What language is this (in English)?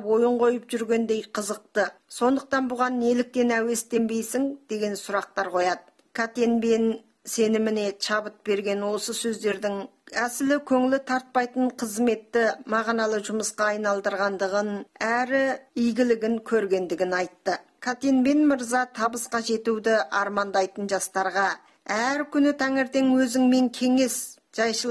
Kazakh